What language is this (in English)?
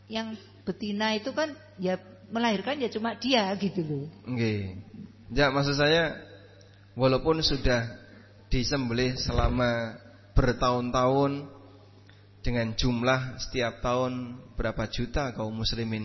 Indonesian